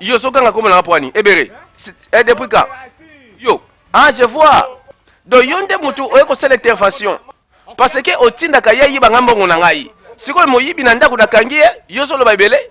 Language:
Lingala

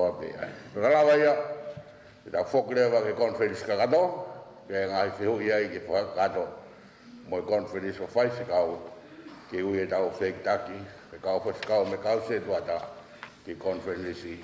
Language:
Tongan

